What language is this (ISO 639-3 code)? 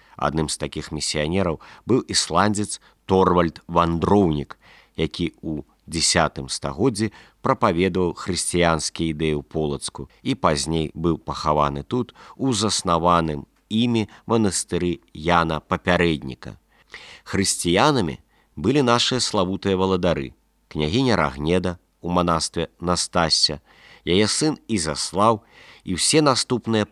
bel